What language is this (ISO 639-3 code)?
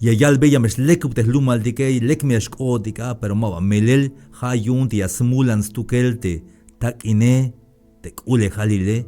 tzh